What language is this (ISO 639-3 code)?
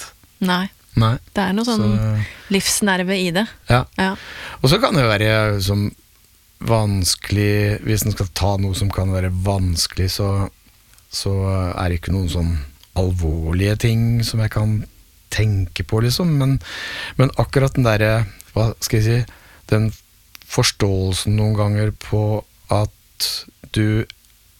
nor